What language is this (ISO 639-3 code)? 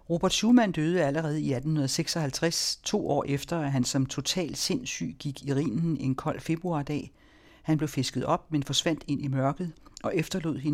dan